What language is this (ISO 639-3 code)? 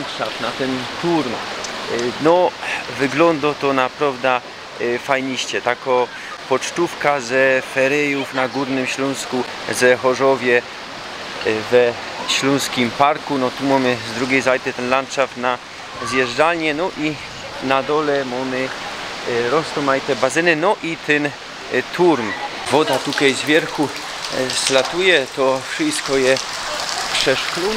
szl